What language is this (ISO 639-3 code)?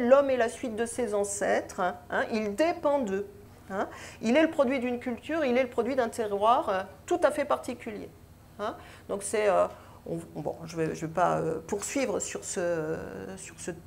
fra